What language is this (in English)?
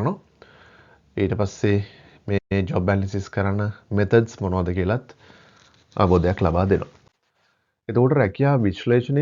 Sinhala